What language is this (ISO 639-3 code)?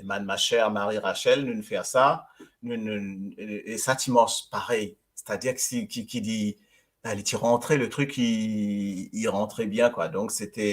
mfe